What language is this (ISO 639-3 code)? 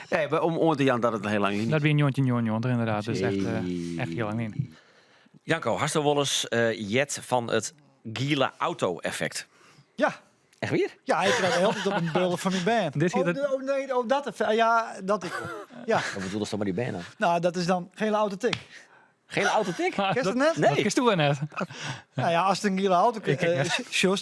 fry